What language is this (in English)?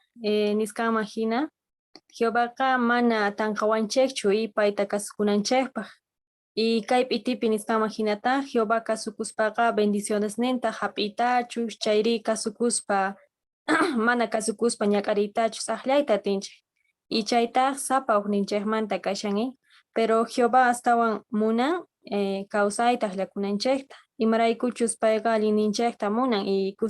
Quechua